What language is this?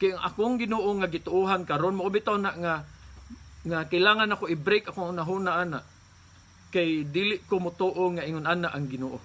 Cebuano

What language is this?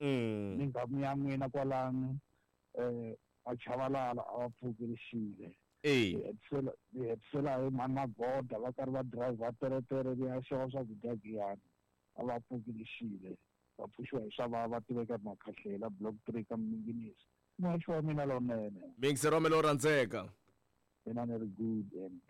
Tsonga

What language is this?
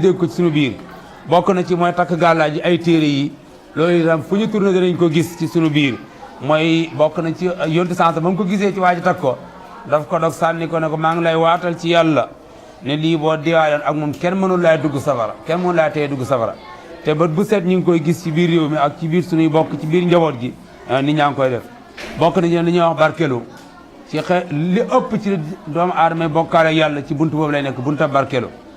Wolof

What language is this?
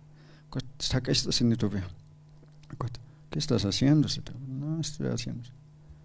Aymara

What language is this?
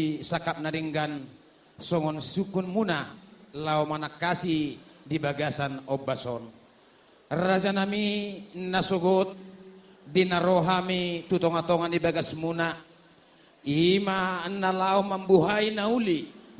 Batak Toba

